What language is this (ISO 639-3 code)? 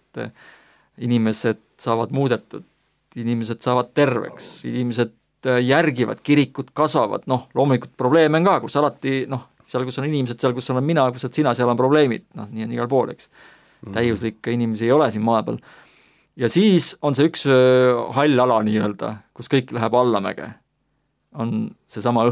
est